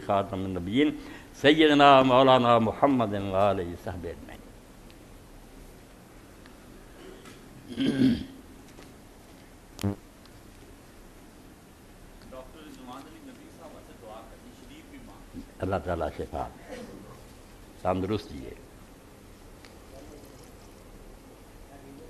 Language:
Urdu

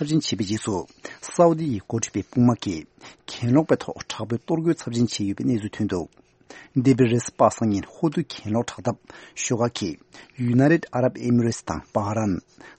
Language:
Tibetan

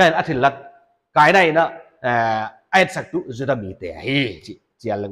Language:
Paite Chin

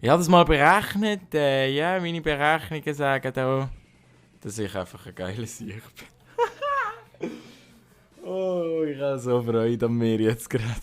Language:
Swiss German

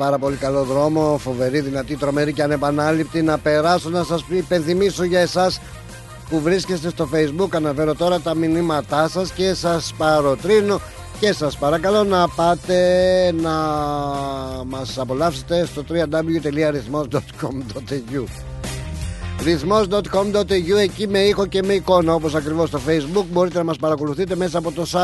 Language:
Greek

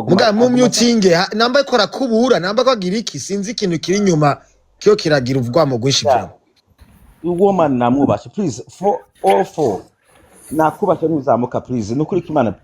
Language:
Rundi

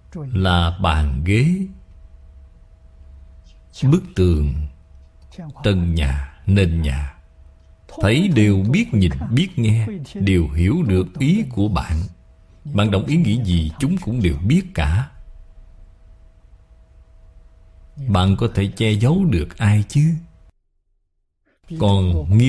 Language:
Vietnamese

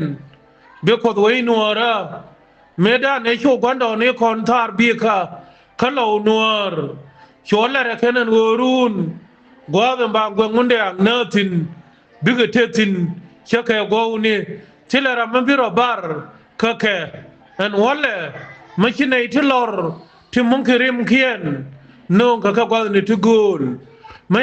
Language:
Nuer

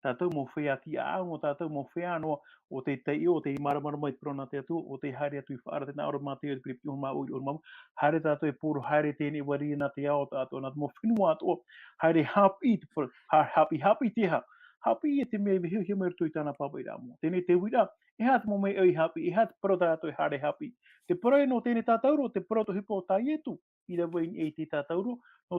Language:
Tahitian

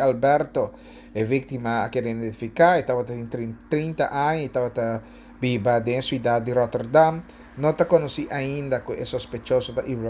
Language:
Papiamento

